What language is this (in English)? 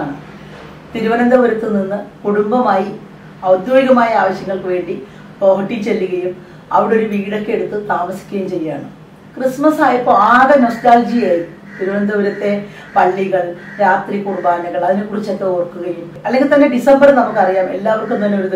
Malayalam